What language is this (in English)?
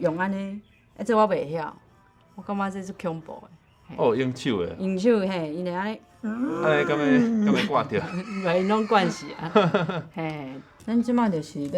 Min Nan Chinese